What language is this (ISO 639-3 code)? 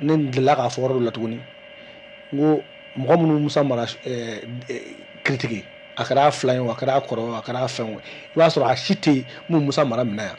bam